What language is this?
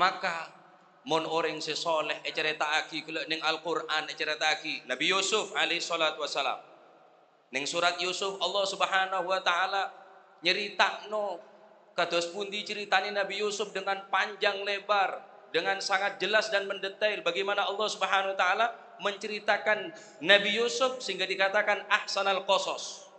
Madurese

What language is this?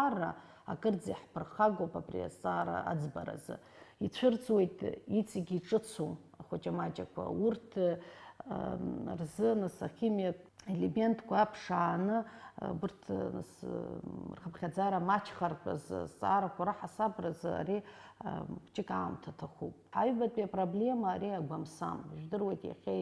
Abkhazian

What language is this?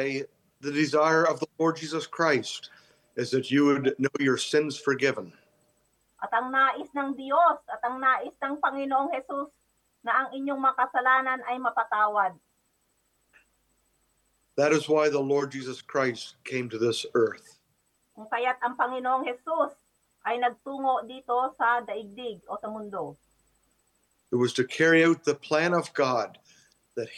Filipino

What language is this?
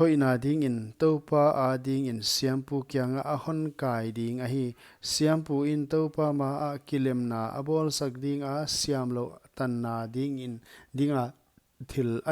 Paite Chin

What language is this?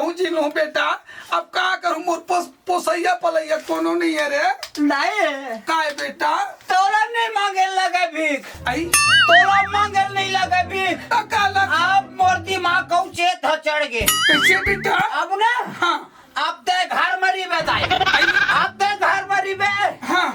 Chhattisgarhi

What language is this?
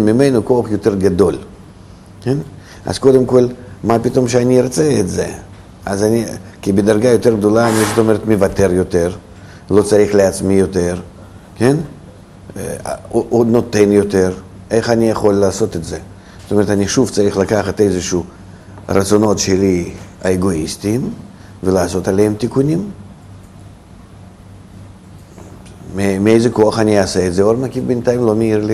Hebrew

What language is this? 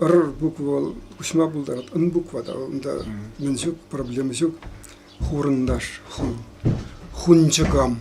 Chuvash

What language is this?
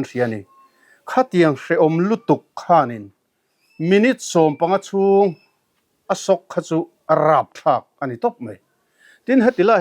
Mizo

